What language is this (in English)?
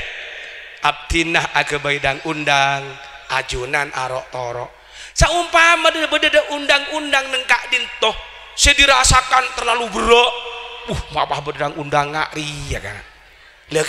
Madurese